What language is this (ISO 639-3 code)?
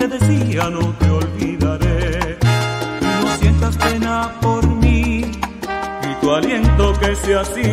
spa